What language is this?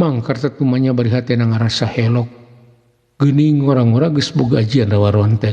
Sundanese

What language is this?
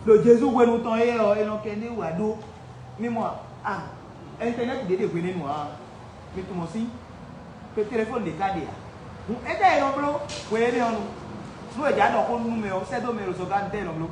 Fon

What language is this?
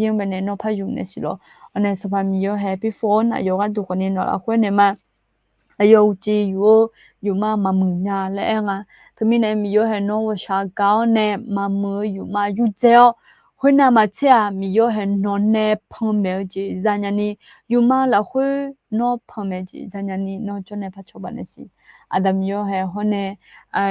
Akha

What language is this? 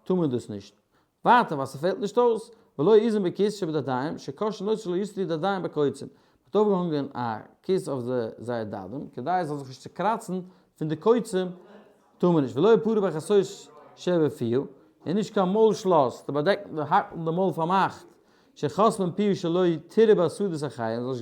Yiddish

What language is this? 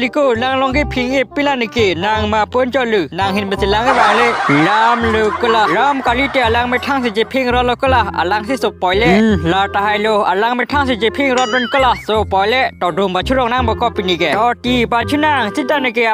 Karbi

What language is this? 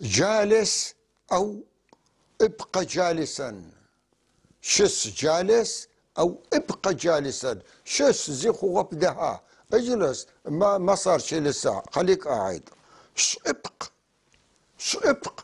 North Levantine Arabic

